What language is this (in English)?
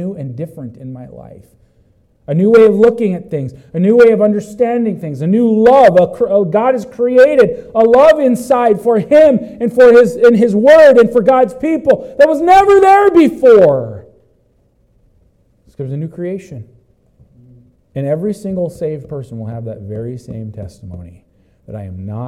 English